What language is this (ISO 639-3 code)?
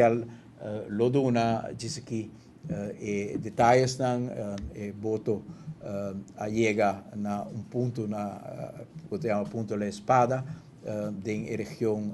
pap